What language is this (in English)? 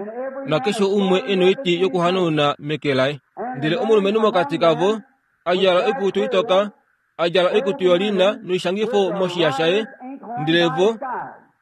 Kuanyama